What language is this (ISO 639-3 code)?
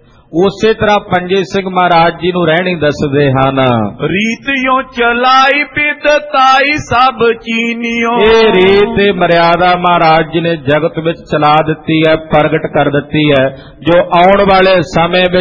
pan